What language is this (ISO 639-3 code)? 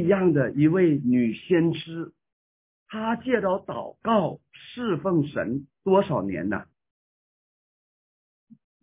zho